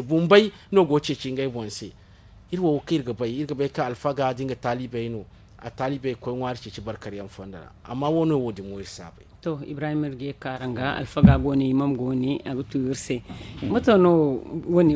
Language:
Zarma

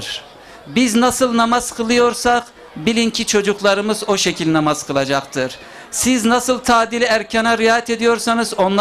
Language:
Turkish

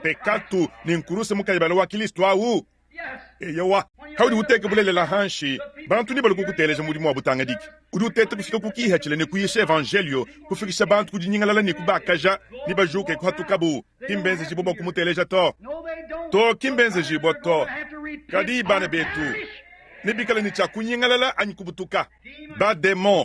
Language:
Luba-Lulua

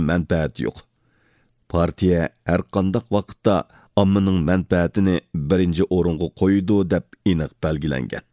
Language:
Uyghur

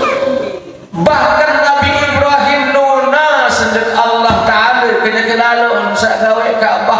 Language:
Sasak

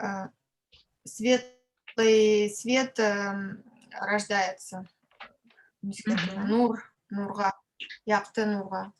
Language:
Bashkir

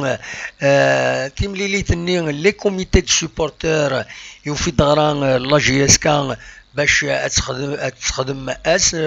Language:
Kabyle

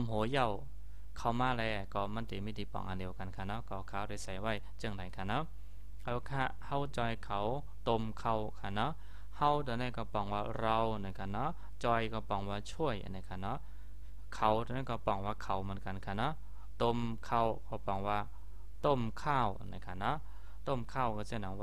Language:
Shan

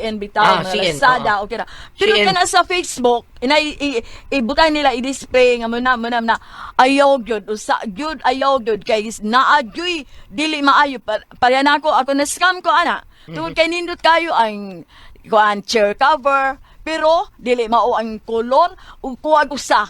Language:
Cebuano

